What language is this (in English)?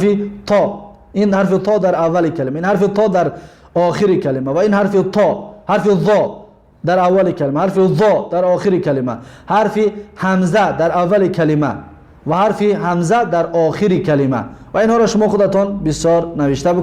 Tajik